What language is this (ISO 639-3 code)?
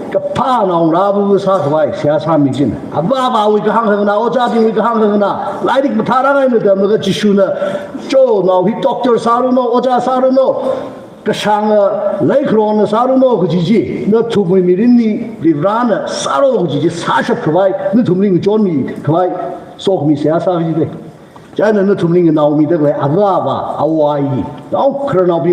nmf